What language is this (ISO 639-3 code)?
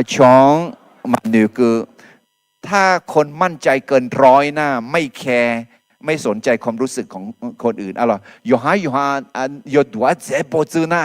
ahk